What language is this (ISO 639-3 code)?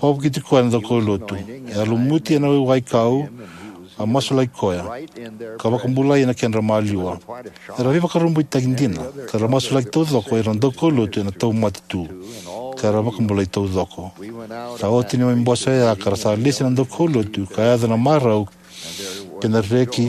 fij